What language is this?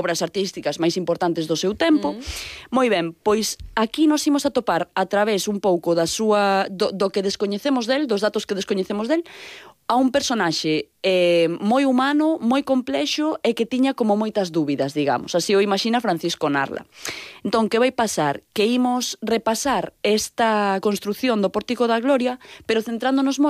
Galician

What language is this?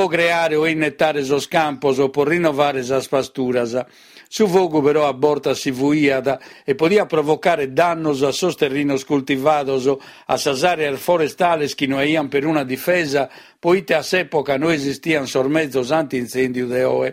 Sardinian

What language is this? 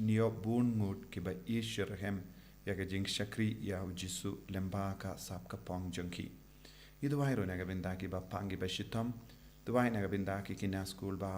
Khasi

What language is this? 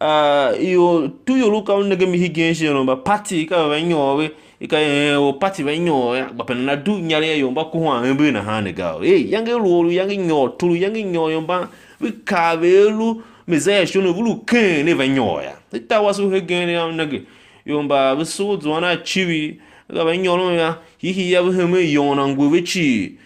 Tiv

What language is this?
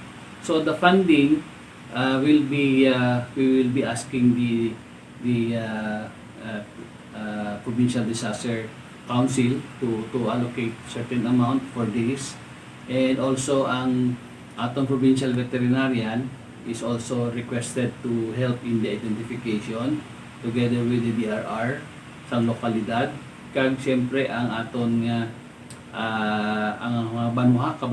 Hiligaynon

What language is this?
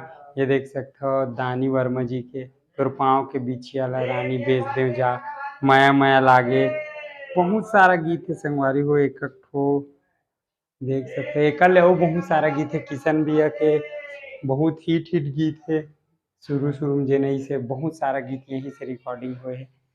Chhattisgarhi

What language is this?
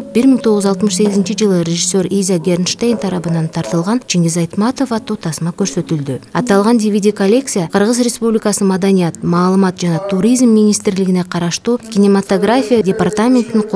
Kyrgyz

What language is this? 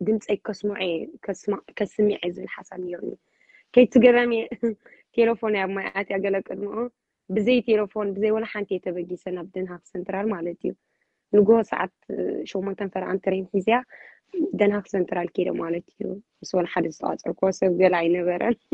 Tigrinya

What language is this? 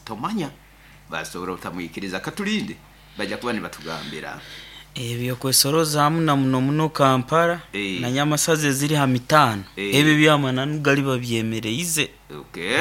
Nyoro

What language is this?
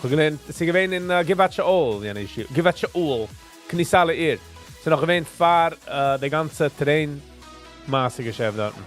Yiddish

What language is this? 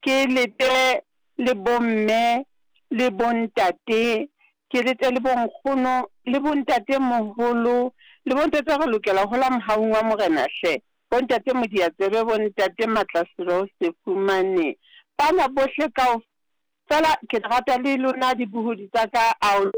Southern Sotho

